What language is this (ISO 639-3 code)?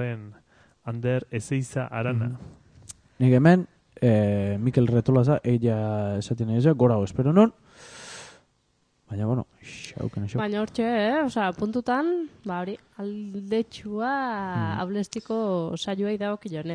eus